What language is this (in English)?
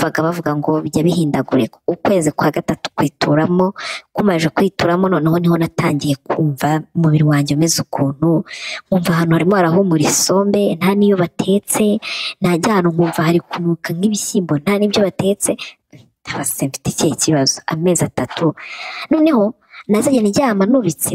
Kinyarwanda